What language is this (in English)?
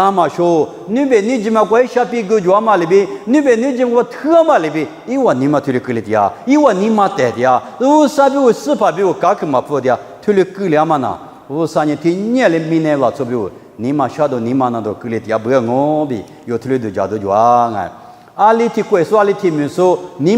Lisu